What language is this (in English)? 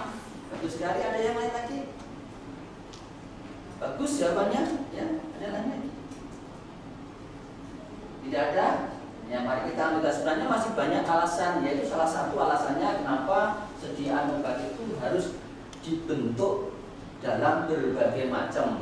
Indonesian